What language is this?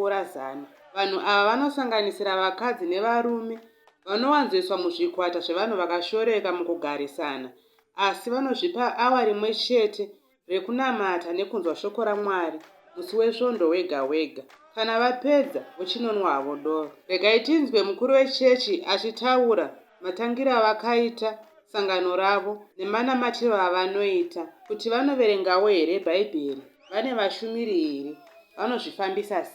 Shona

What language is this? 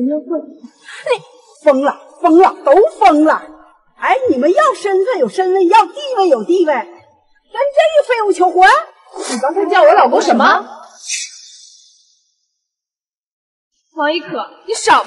Chinese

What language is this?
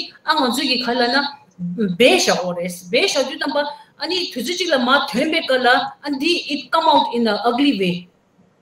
Tibetan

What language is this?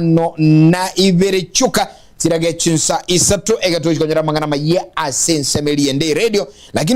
Gusii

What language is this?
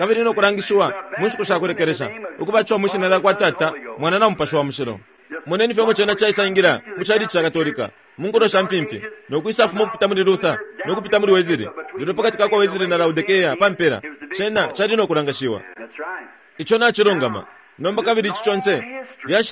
Bemba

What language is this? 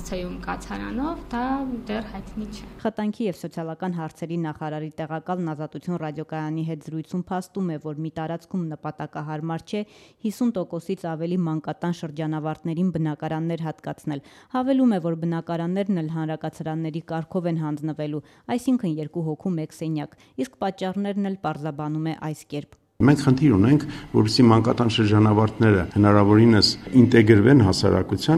Armenian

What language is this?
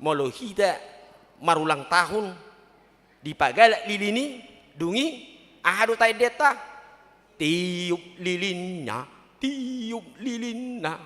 Batak Toba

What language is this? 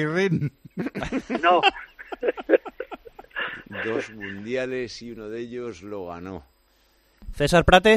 Spanish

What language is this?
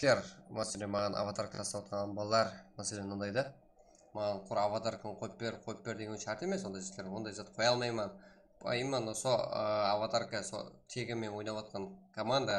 Kara-Kalpak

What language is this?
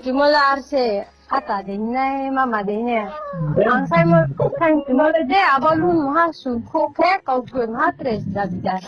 Riang (India)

